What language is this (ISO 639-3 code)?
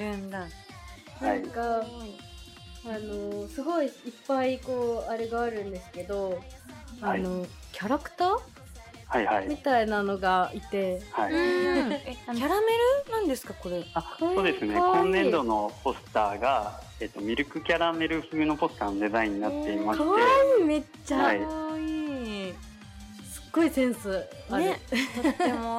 jpn